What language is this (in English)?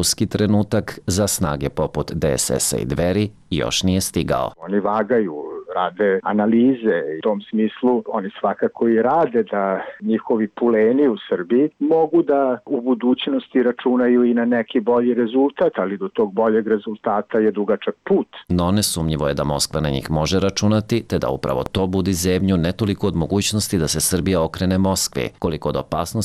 Serbian